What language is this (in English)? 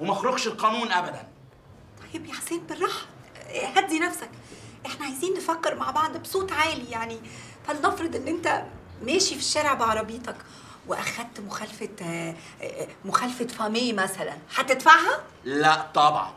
Egyptian Arabic